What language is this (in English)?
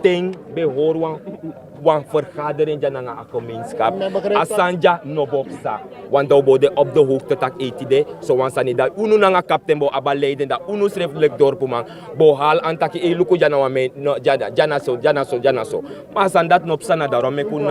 Sranan Tongo